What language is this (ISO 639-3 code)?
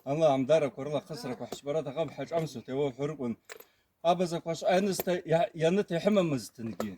abq